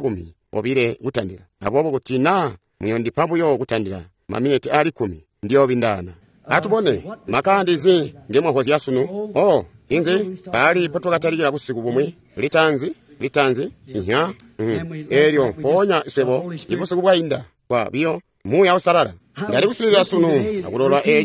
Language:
Tonga (Zambia)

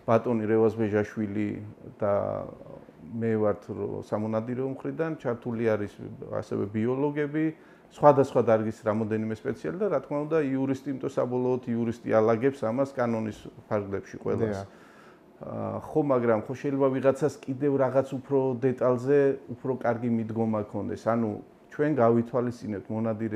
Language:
Georgian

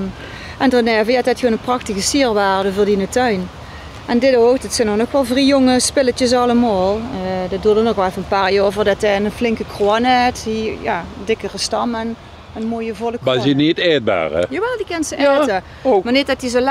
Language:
Limburgish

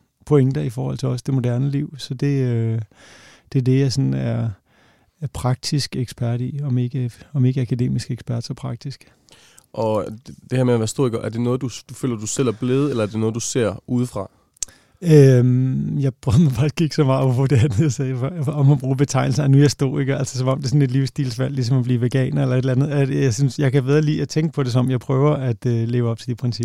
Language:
Danish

